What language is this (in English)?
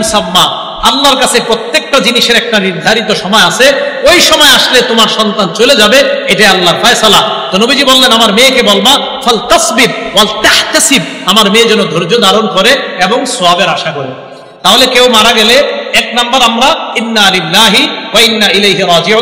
Bangla